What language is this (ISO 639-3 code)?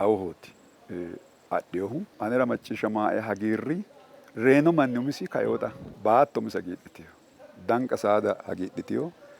sid